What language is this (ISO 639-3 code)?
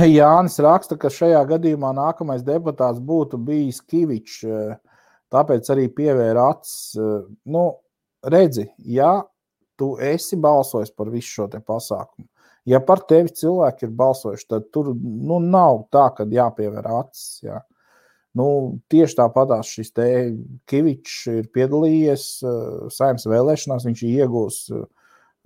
lav